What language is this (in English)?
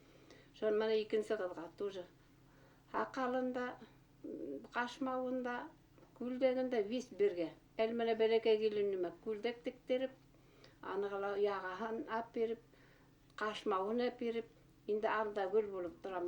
Bashkir